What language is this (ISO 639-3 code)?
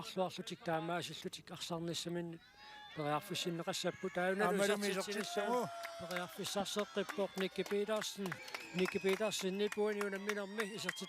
kal